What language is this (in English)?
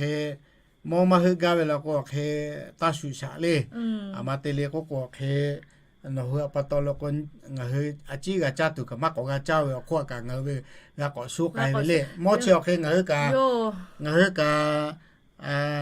Lahu